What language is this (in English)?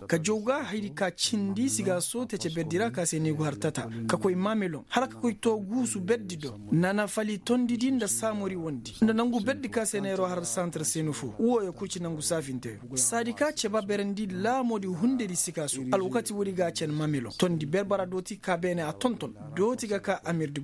Koyraboro Senni